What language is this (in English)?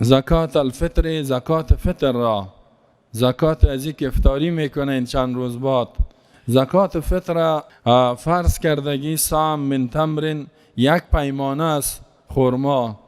Persian